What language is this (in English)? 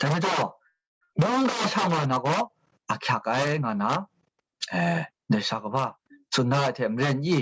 Kachin